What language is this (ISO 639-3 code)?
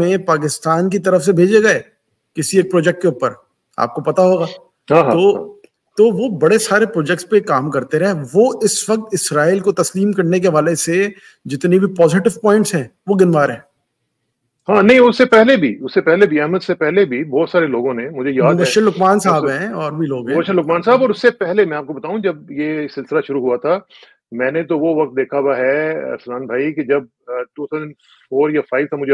urd